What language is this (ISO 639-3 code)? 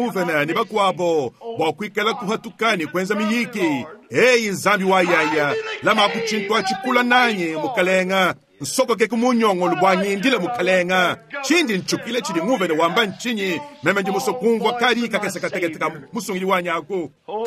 lua